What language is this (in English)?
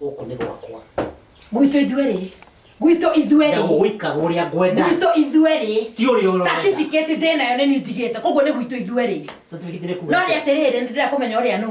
Kikuyu